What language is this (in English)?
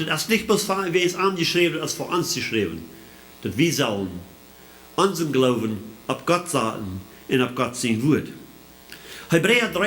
Plautdietsch